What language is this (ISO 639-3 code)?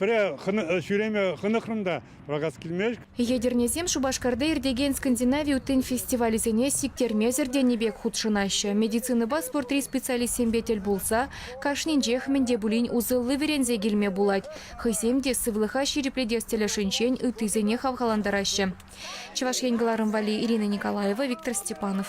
chv